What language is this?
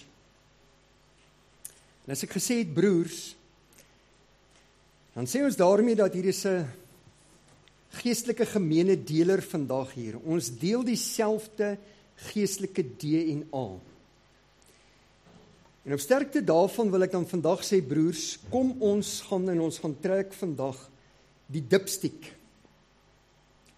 Afrikaans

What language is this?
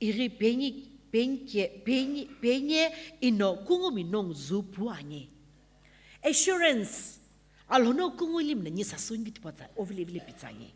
Sumi Naga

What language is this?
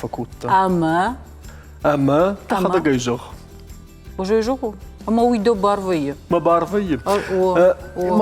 Ossetic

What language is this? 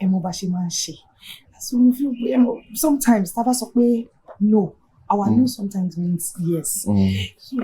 Yoruba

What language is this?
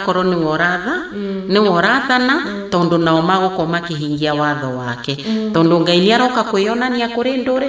Kikuyu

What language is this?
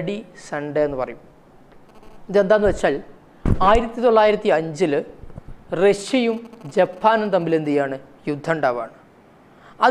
Malayalam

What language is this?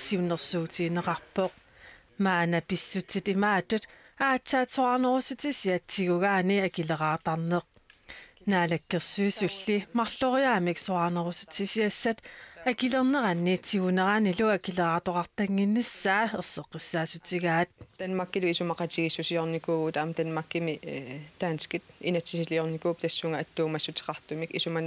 Kalaallisut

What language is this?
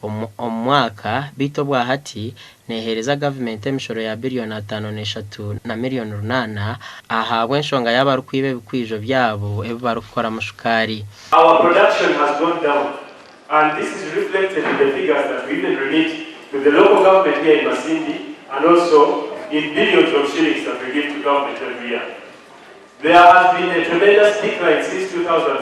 Nyankole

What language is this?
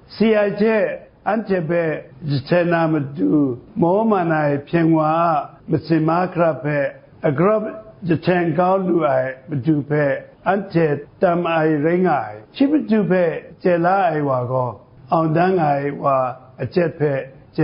Kachin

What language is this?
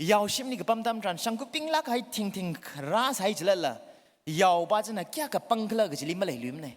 Tangkhul Naga (India)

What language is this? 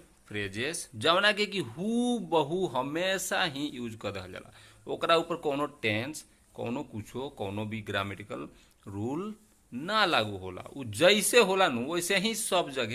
Bhojpuri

